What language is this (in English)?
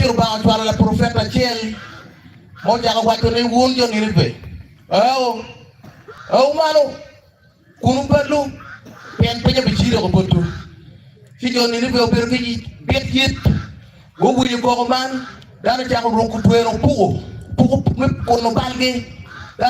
Acoli